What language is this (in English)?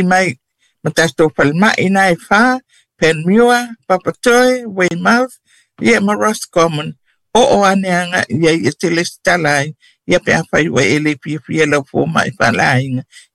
Samoan